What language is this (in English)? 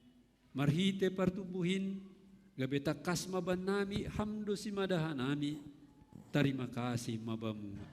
Batak Simalungun